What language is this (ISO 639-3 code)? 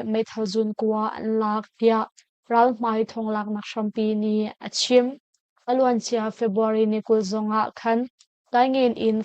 cnh